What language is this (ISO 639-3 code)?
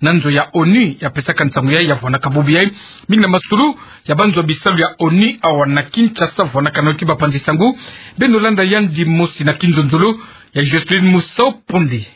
ktu